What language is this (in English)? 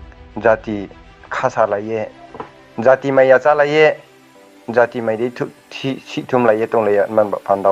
Riang (India)